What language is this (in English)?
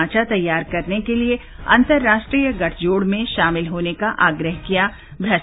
Hindi